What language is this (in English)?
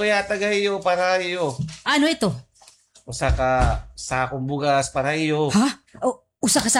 Waray